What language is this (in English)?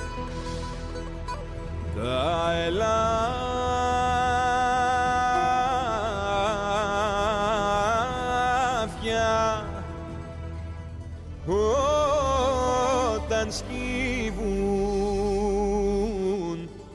Greek